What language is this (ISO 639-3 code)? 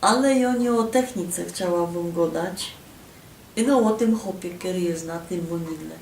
szl